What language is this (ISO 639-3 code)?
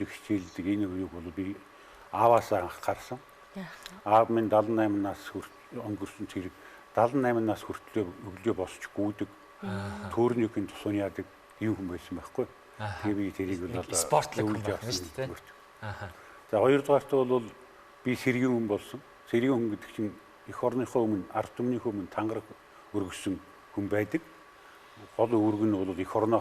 mon